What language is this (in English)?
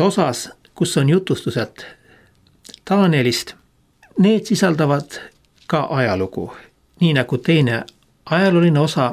Estonian